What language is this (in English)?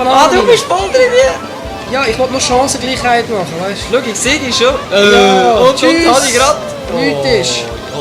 Swiss German